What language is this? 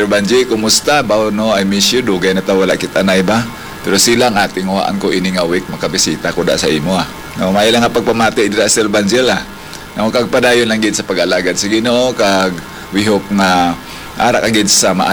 Hiligaynon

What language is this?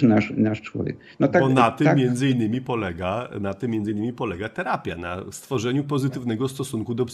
Polish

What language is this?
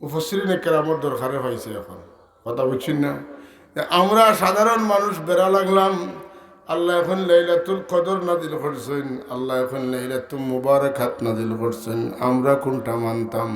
Sylheti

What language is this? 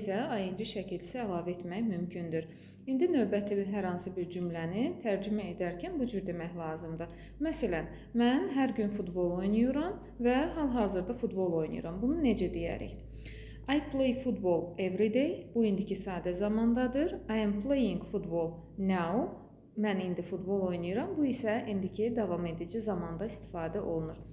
Azerbaijani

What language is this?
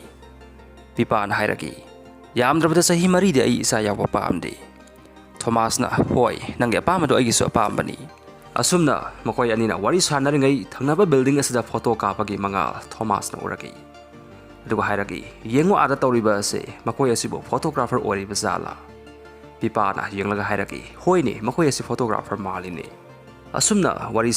Manipuri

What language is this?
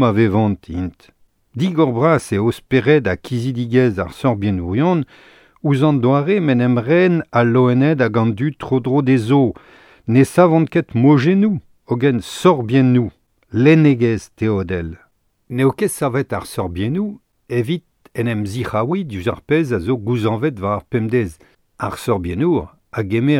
Breton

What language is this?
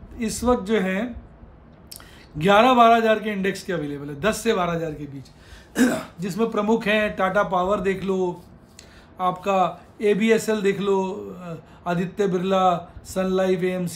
Hindi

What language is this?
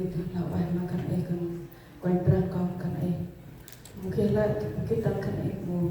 Central Mnong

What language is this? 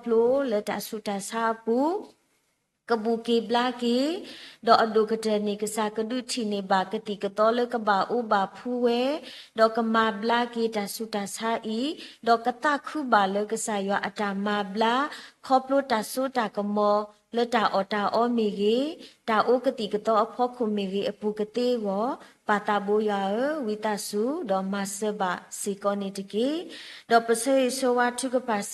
S'gaw Karen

